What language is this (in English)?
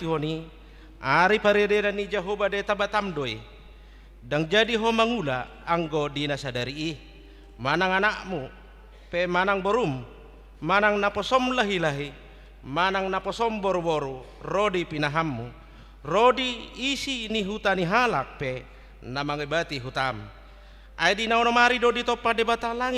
Batak Toba